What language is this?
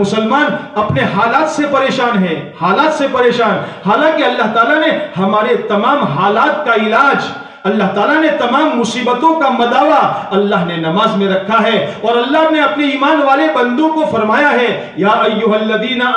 Urdu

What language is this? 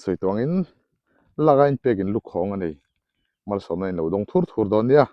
Mizo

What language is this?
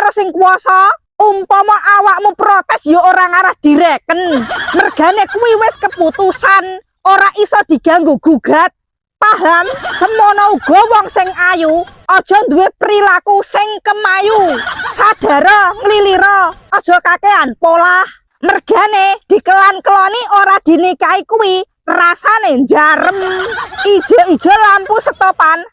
Javanese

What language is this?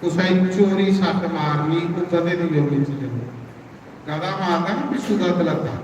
Dogri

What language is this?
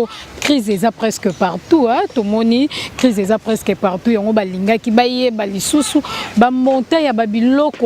Lingala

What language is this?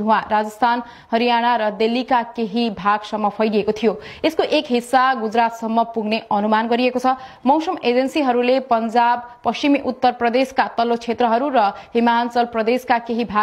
Nepali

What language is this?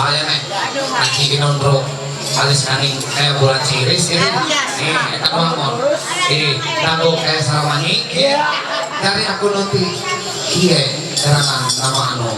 Ma'anyan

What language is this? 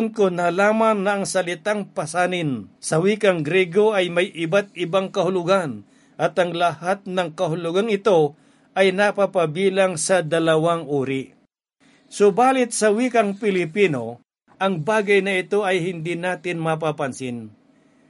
Filipino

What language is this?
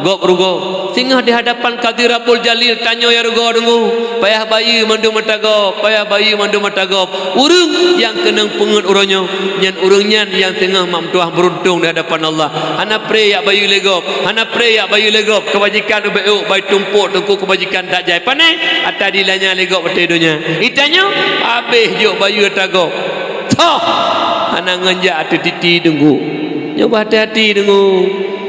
Achinese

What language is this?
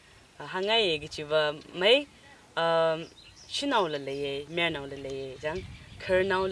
Tangkhul Naga (India)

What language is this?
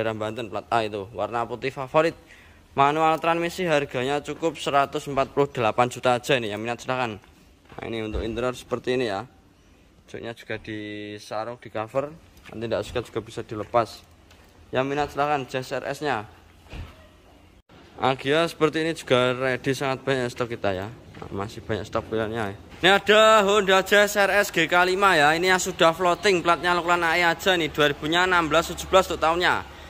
Indonesian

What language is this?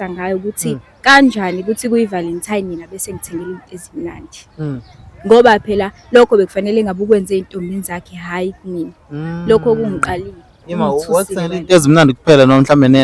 Zulu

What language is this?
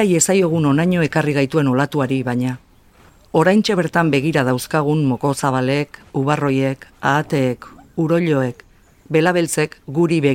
Basque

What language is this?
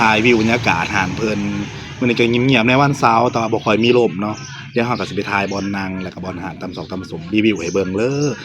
Northeastern Thai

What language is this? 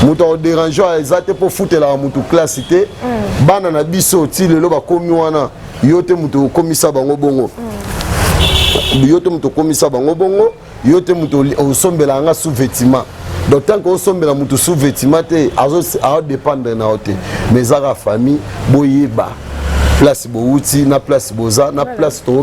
Lingala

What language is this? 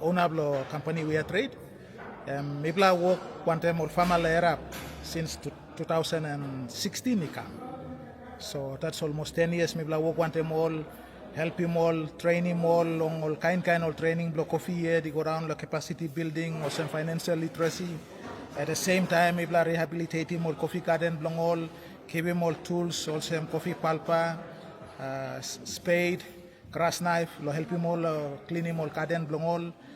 Tok Pisin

